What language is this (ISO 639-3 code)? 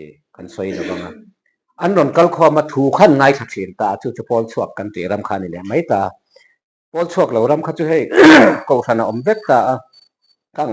lus